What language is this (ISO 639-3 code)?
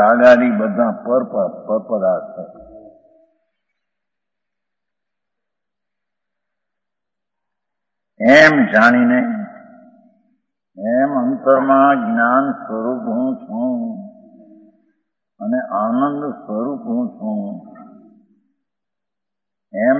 guj